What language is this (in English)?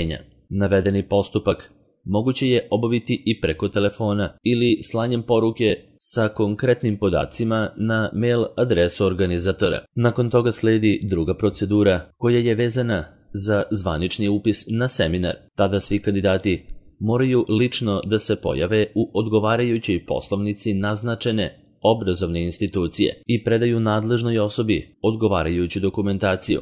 Serbian